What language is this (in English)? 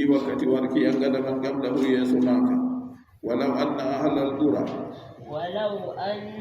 Adamawa Fulfulde